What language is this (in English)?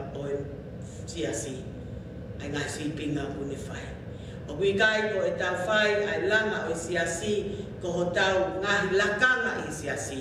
Tongan